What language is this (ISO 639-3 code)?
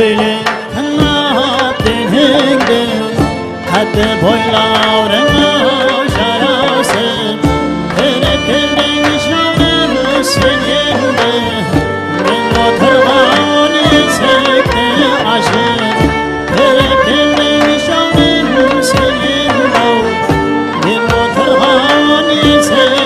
kaa